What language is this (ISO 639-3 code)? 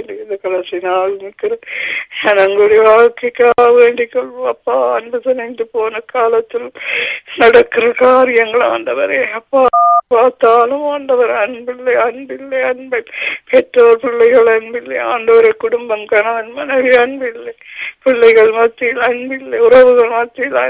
tam